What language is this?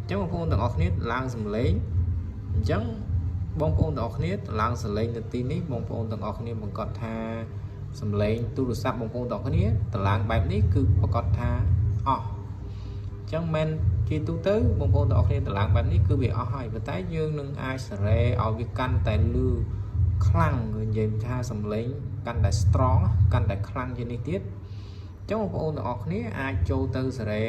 Khmer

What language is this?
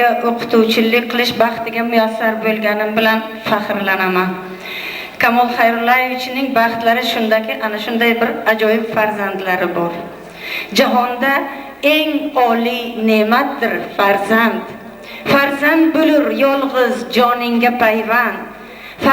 Uzbek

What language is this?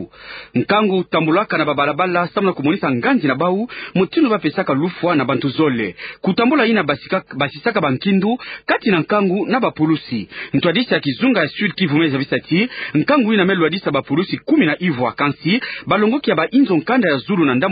Kituba (Democratic Republic of Congo)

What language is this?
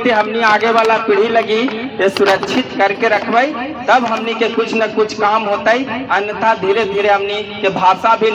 Magahi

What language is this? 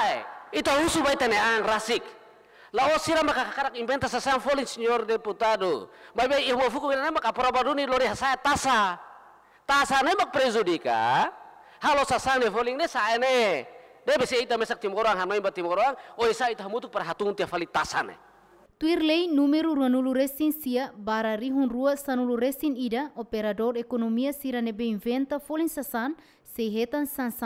Tetum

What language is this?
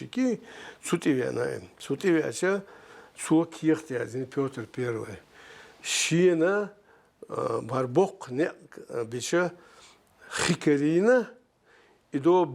Chechen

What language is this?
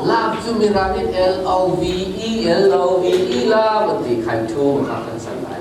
Falam Chin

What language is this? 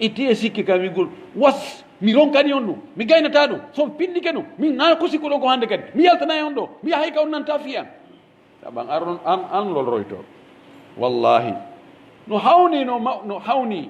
Pular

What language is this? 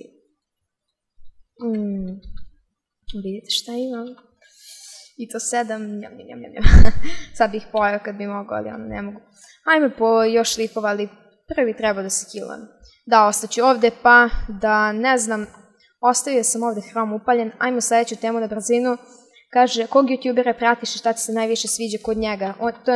Serbian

